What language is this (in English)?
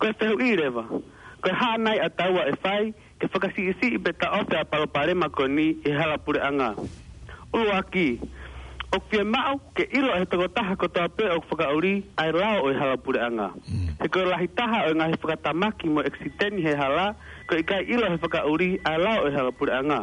Tongan